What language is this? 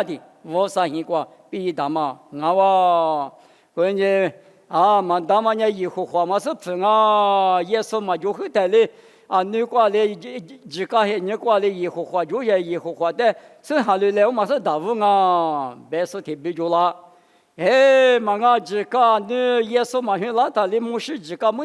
Lisu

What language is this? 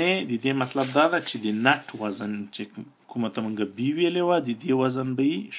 Pashto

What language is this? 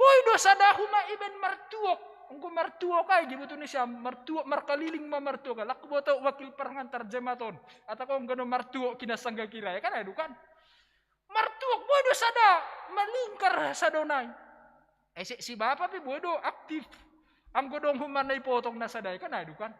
Batak Simalungun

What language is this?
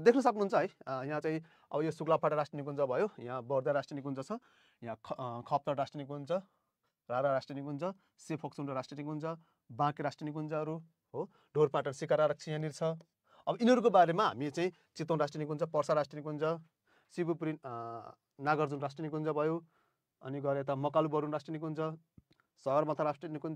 Nepali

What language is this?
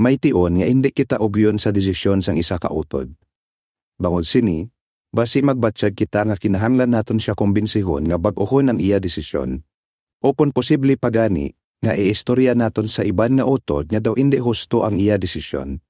Hiligaynon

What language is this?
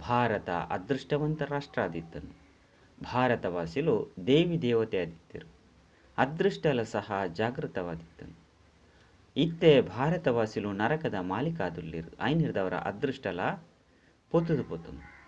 Tulu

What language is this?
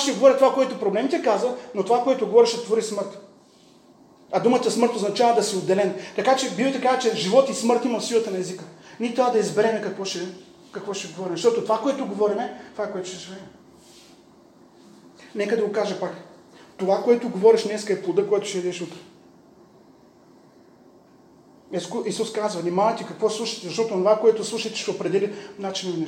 Bulgarian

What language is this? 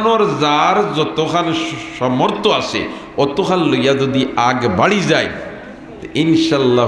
Sylheti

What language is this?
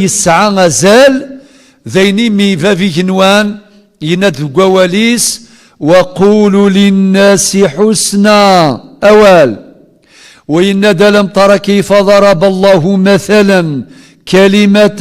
Kabyle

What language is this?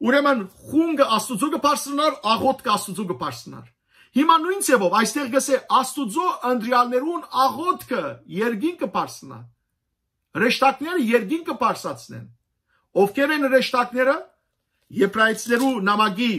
Western Armenian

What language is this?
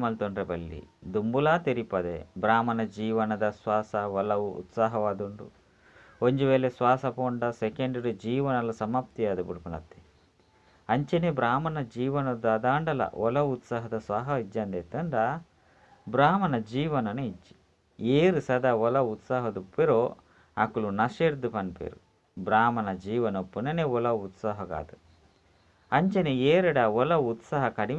Tulu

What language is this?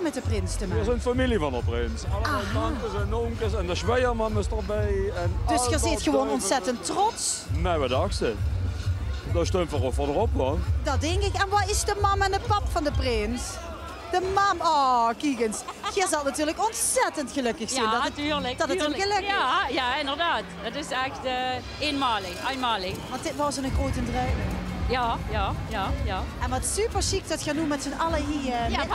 Limburgish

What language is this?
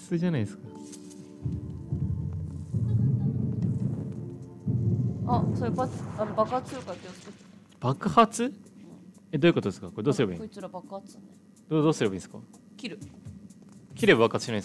Japanese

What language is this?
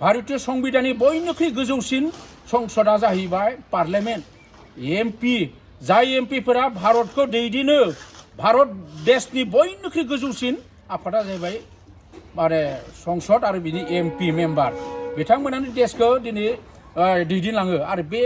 Bodo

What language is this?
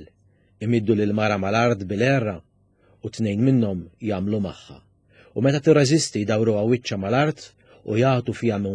Maltese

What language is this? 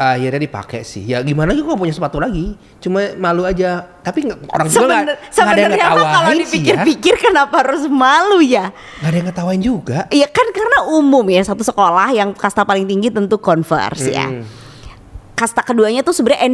Indonesian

